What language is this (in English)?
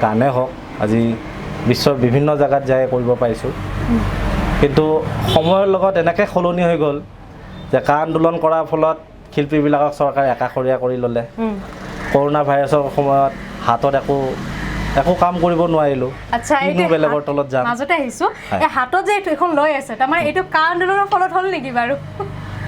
Assamese